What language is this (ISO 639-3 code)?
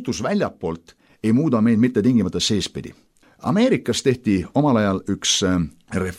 est